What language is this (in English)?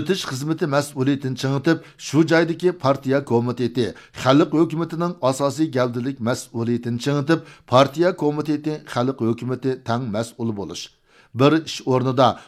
Uyghur